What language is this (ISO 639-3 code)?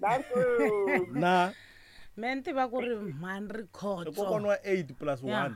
tso